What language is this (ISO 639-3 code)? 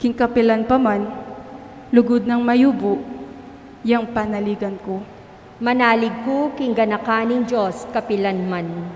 pam